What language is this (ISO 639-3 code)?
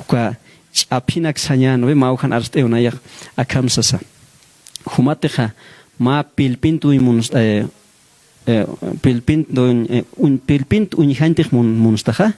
aym